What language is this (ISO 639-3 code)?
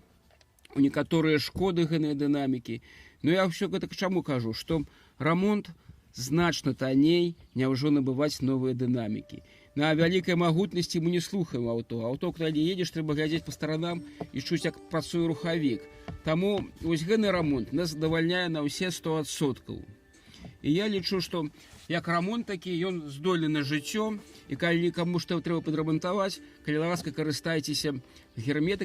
bel